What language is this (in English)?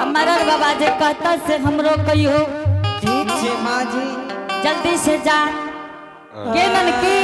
Angika